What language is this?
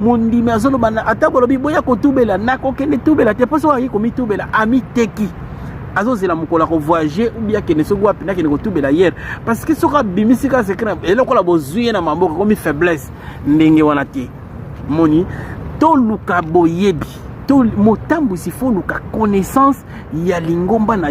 Lingala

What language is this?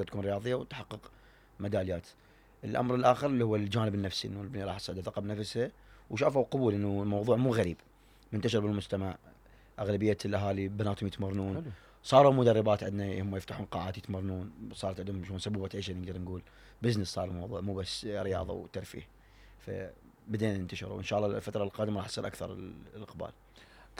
Mesopotamian Arabic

